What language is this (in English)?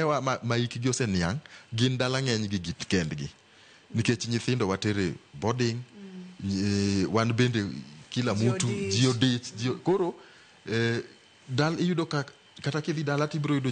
Luo (Kenya and Tanzania)